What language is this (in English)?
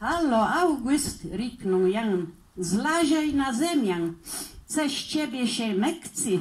Kashubian